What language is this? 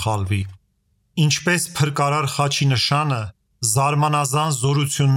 Armenian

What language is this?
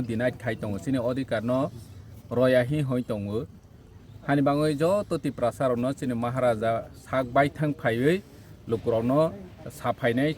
Kok Borok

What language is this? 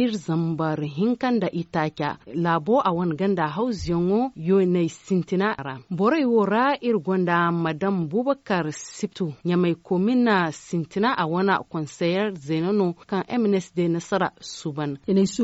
Zarma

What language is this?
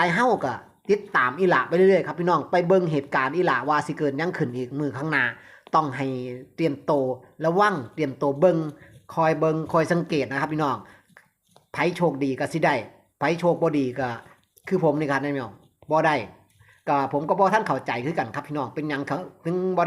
Northeastern Thai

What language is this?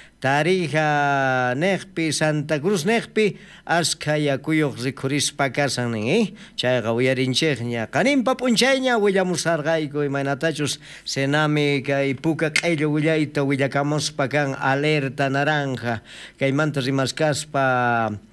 South Bolivian Quechua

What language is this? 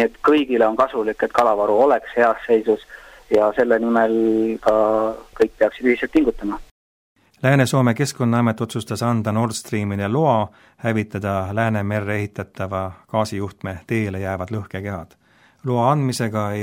Estonian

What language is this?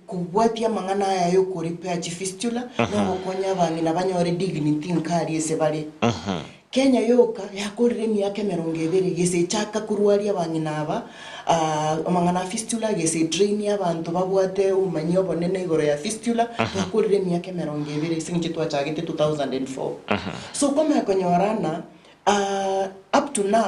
Gusii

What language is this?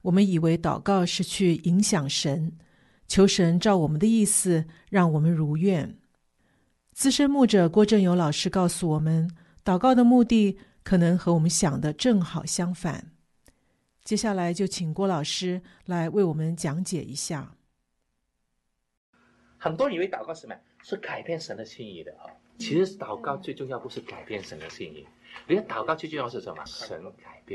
Chinese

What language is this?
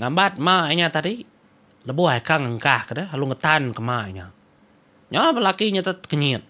Iban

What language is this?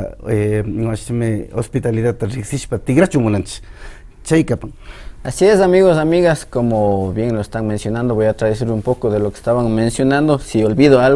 Imbabura Highland Quichua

